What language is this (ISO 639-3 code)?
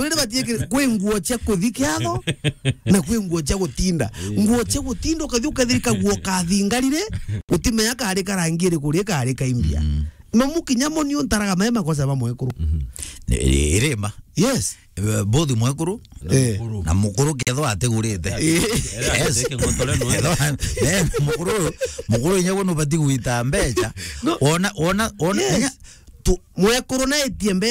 mer